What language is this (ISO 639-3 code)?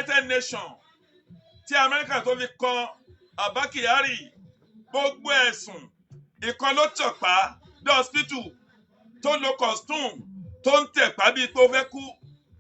yor